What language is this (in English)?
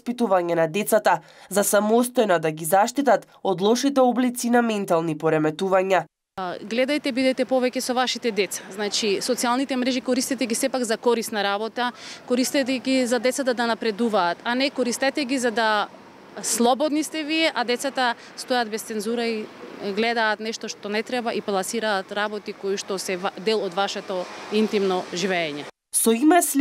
Macedonian